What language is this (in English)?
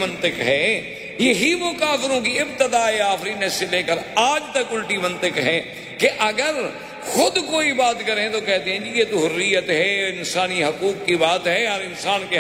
Urdu